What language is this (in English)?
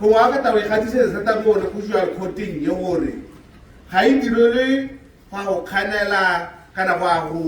Tswana